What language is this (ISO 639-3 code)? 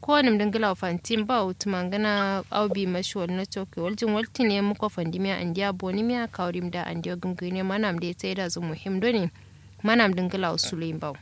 kau